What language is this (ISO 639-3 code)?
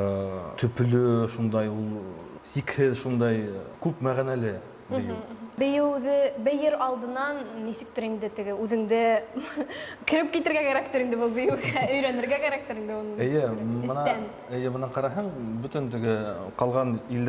bak